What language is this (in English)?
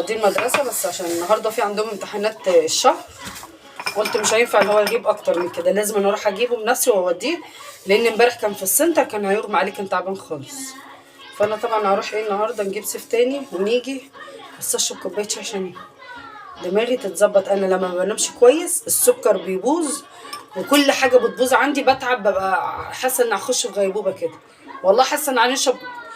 Egyptian Arabic